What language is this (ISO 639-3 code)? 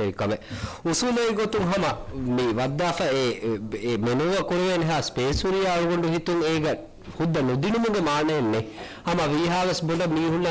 div